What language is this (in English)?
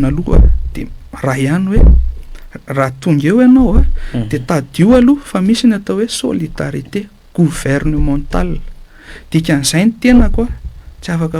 Malagasy